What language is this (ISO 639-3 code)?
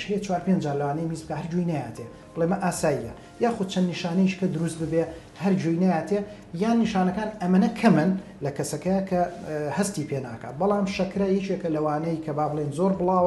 ckb